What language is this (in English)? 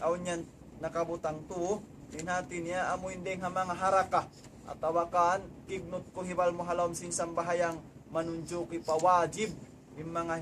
Tausug